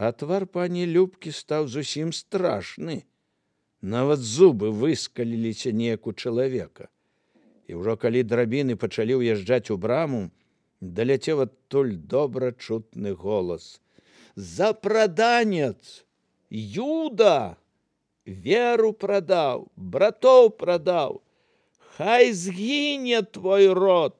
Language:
Belarusian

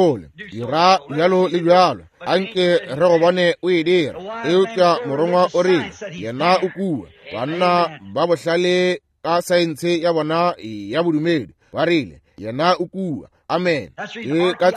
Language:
Northern Sotho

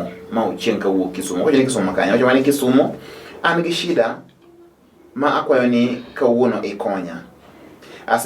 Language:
Luo (Kenya and Tanzania)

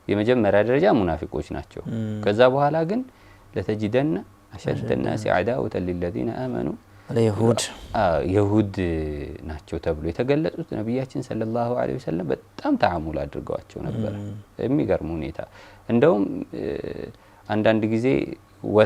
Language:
Amharic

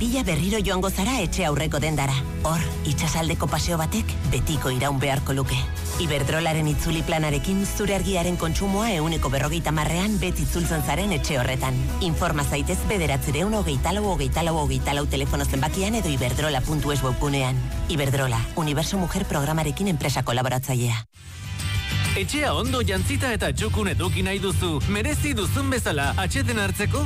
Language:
Basque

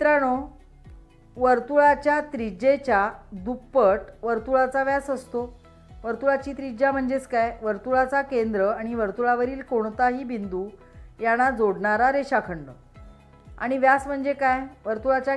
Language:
Marathi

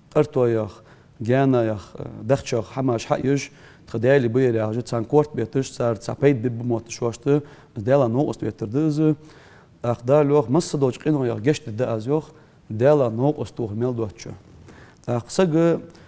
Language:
Ingush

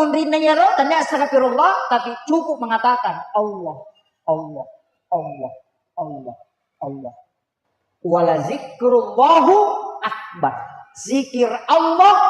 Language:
Buginese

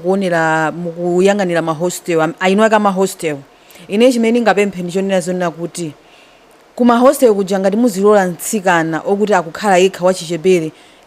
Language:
Nyanja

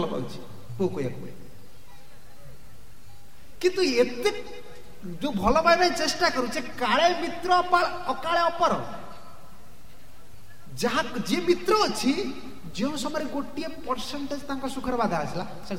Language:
Odia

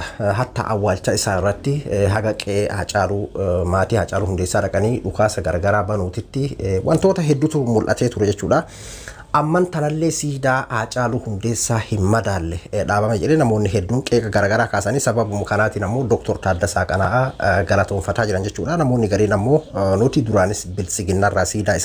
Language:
Oromo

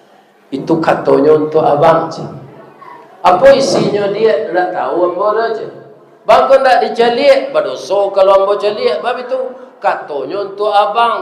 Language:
Minangkabau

